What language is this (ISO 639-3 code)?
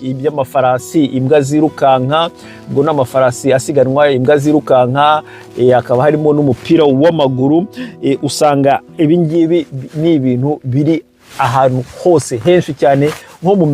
kin